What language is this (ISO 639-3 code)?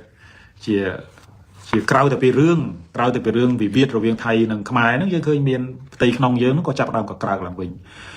khm